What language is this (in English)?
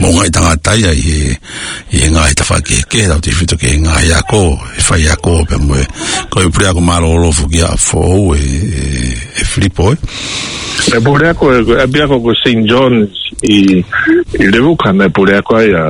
Tongan